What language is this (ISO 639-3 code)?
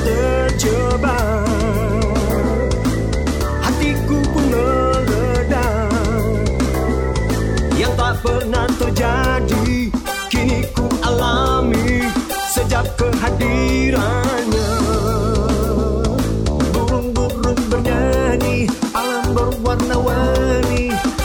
ind